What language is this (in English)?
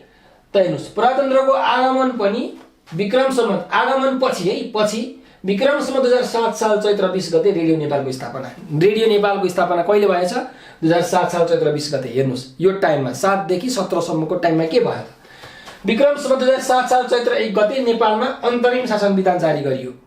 Nepali